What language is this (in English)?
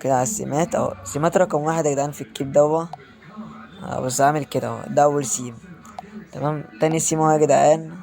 Egyptian Arabic